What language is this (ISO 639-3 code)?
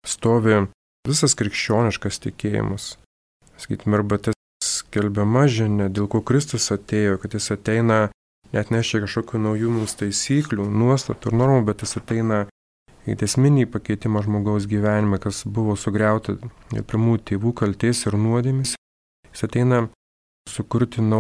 lit